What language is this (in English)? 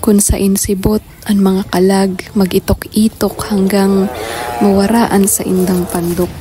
Bikol